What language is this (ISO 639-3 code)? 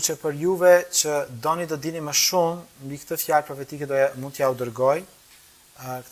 sqi